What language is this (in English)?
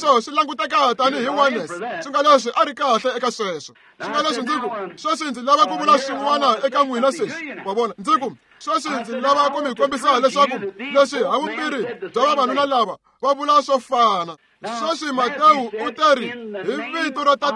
Tsonga